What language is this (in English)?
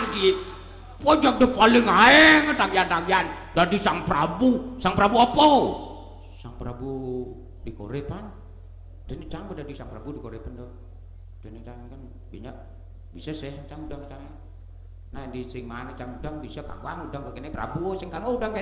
Balinese